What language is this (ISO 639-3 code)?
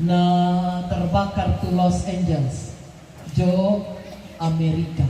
sda